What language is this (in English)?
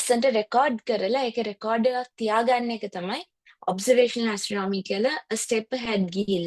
Sinhala